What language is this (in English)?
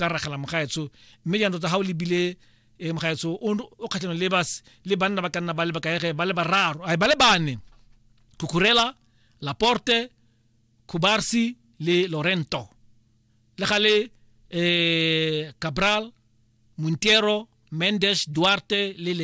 Tswana